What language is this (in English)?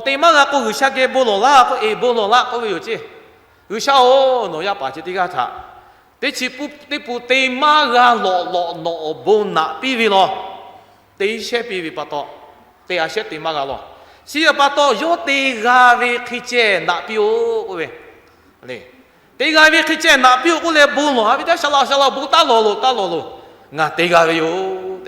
Lahu